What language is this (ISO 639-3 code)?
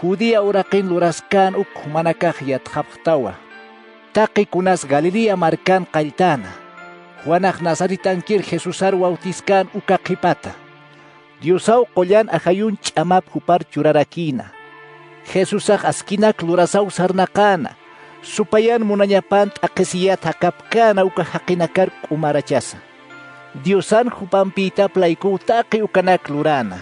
aym